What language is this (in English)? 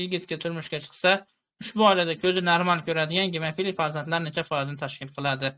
Uzbek